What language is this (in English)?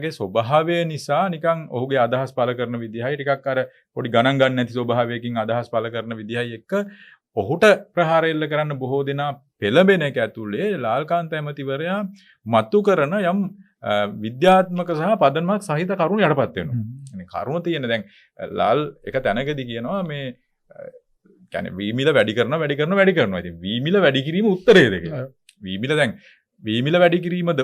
Sinhala